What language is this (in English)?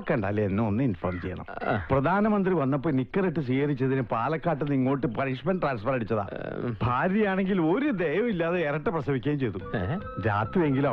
Malayalam